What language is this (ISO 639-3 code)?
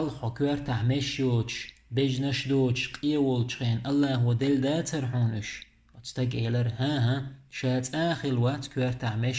che